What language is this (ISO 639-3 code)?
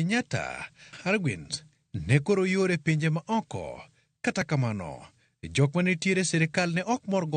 luo